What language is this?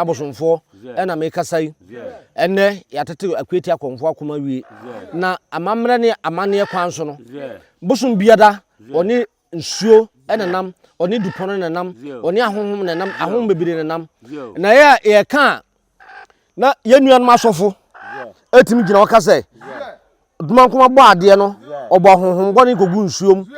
Akan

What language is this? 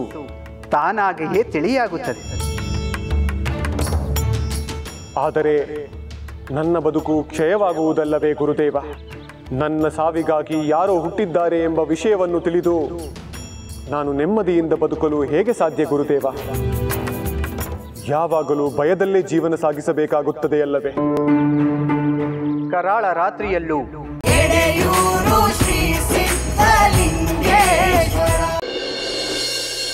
Kannada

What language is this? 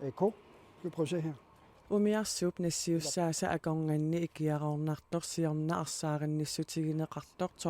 Kalaallisut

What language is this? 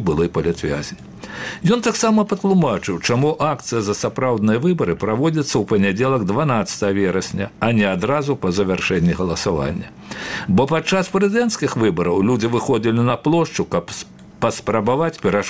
Belarusian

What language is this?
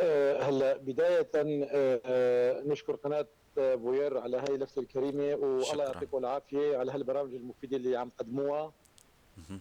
North Levantine Arabic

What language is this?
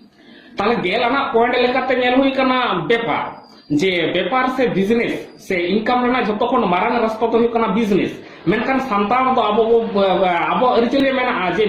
Santali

